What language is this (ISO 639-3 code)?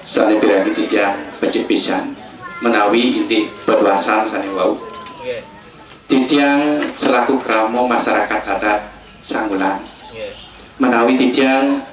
ban